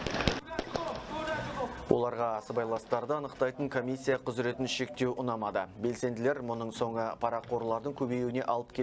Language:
Kazakh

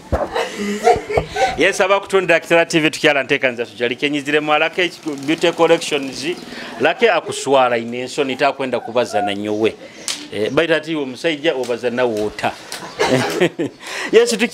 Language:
Nyoro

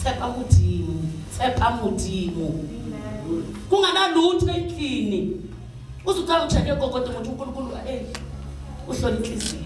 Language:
Zulu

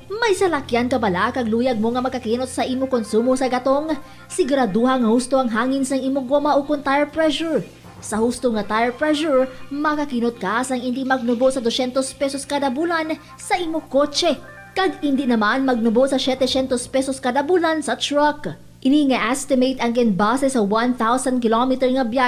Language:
Hiligaynon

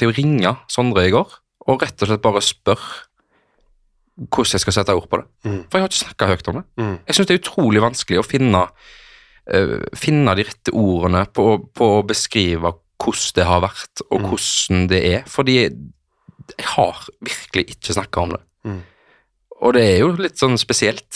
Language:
Norwegian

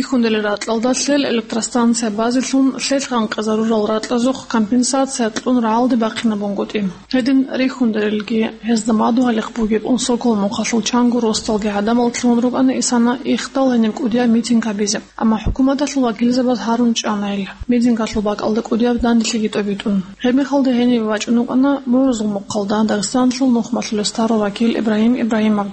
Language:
Avaric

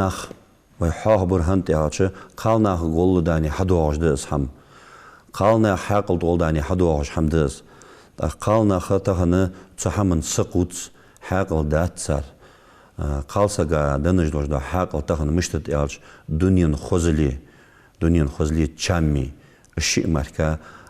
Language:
Ingush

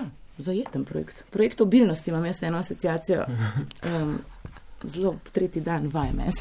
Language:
Slovenian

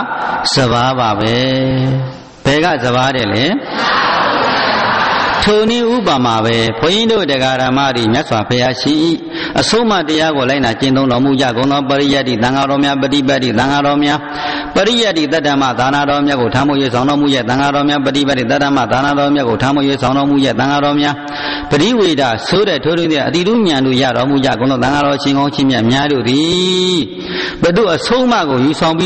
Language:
Burmese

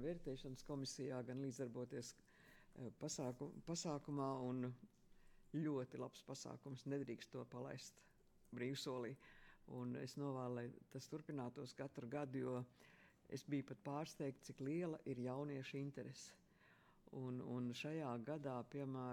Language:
Latvian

